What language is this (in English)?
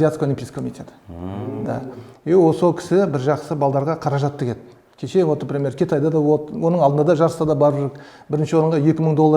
Kazakh